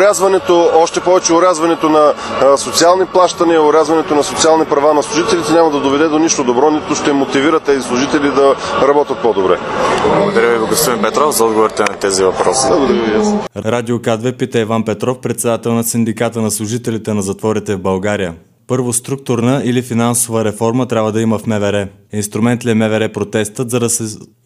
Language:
Bulgarian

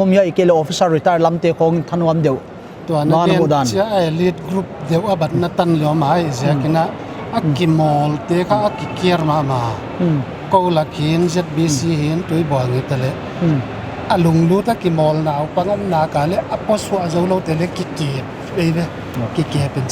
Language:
Paite Chin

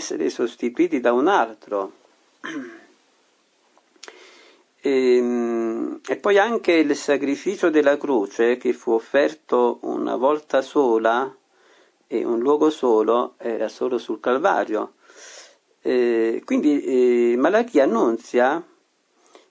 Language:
Italian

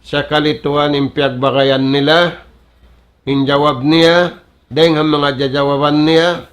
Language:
Tausug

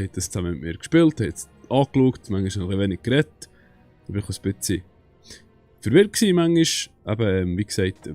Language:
Swiss German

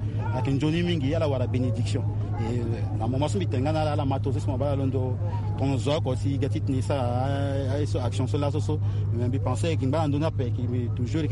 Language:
Sango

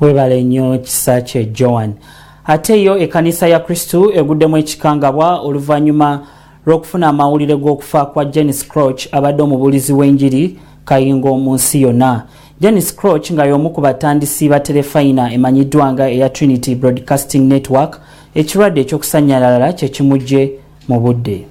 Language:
Ganda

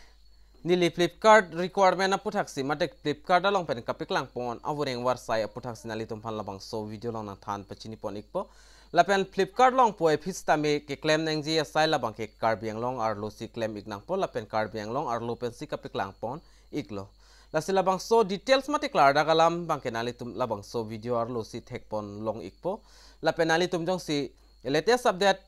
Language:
Karbi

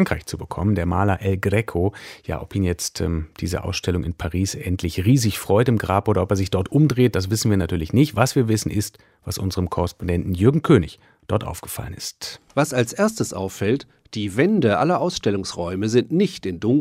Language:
German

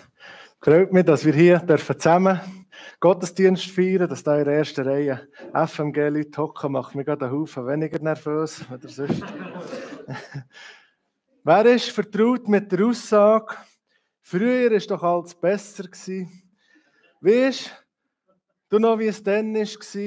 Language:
Swiss German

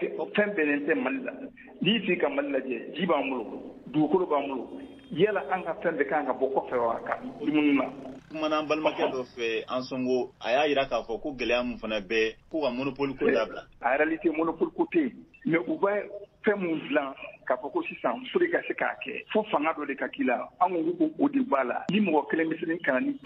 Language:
Bambara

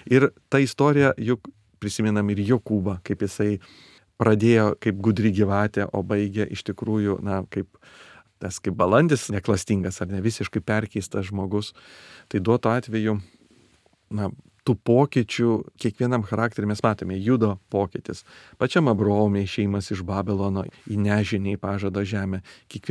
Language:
Lithuanian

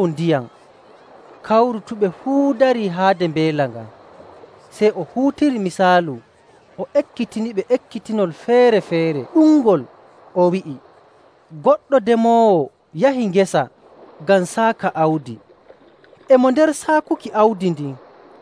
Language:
Nigerian Fulfulde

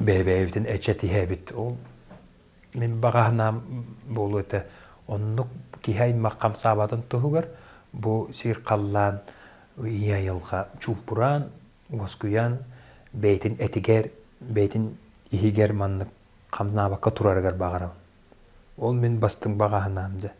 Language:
Yakut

